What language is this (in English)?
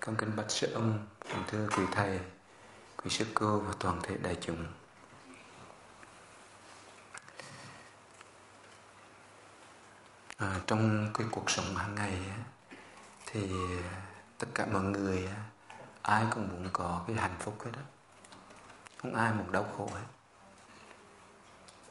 Vietnamese